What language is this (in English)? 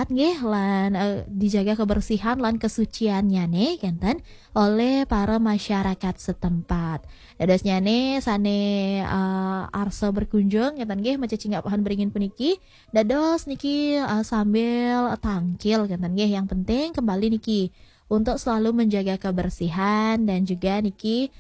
Balinese